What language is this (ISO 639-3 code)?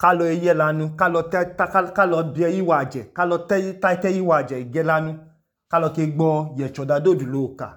idu